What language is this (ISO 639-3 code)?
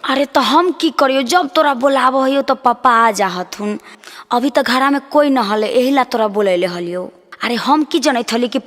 mag